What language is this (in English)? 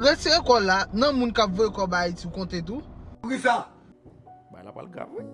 Haitian Creole